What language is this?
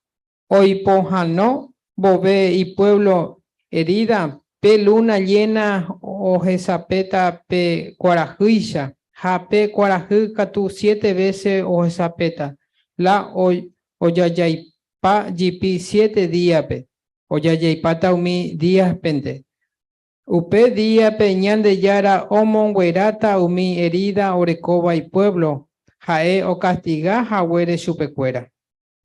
Guarani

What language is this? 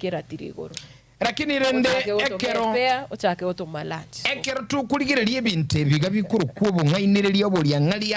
Gusii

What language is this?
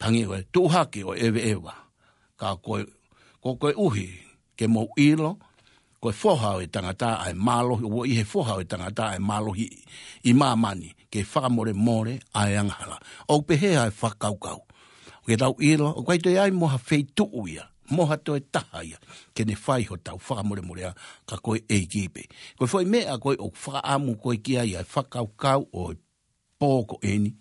Tongan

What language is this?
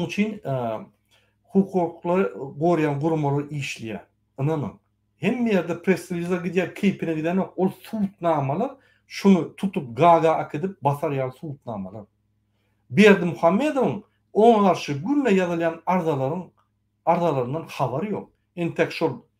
Turkmen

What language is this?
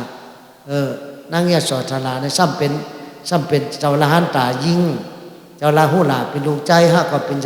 Shan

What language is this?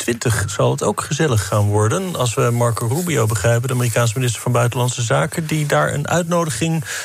Dutch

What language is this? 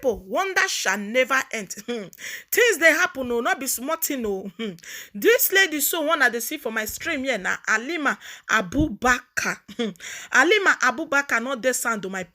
Nigerian Pidgin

